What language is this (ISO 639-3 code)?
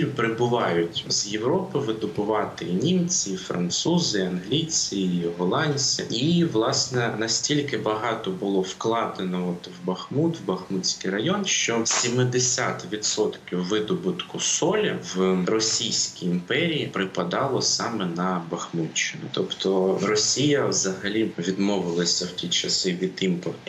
ukr